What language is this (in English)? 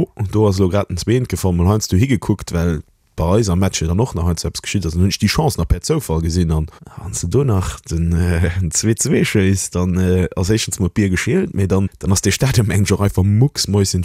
Luxembourgish